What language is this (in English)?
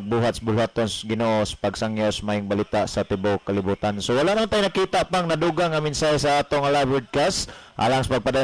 Cebuano